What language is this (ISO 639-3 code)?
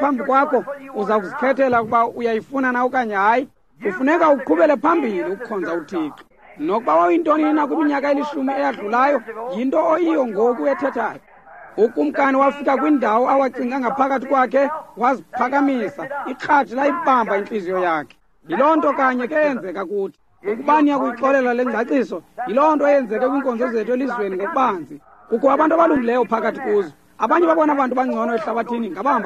xho